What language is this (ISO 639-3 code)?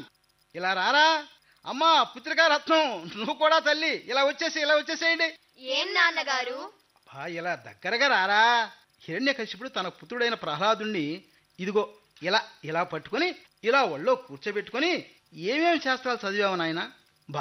tel